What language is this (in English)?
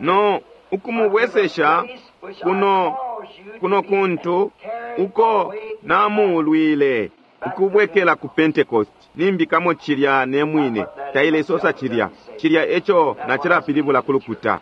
Bemba